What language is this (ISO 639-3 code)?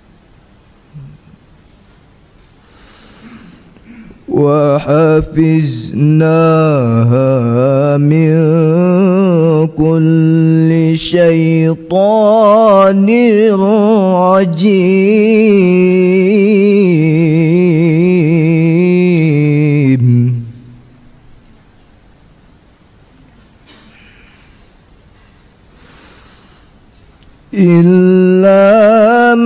ara